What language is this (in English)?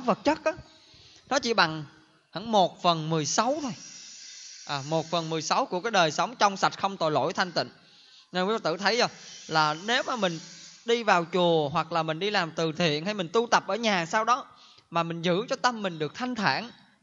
Vietnamese